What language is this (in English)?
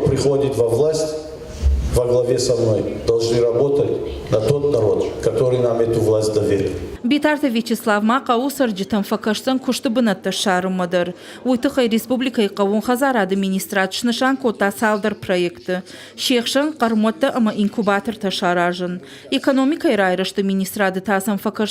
Ossetic